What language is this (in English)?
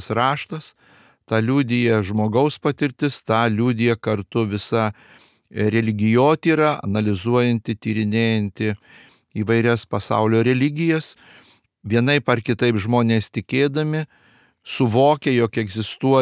Lithuanian